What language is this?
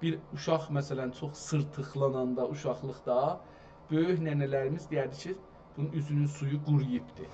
South Azerbaijani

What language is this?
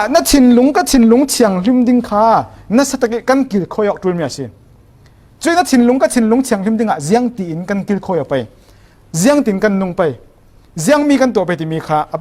Falam Chin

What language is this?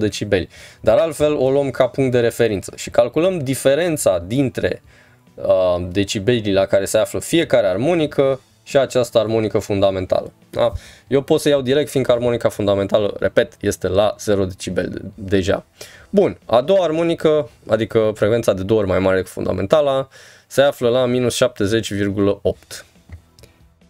Romanian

